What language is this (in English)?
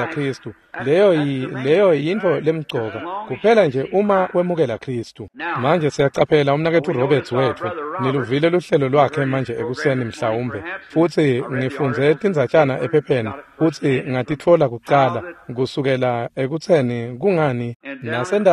Swati